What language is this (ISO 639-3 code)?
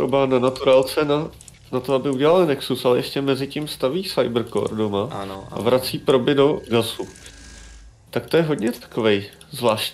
ces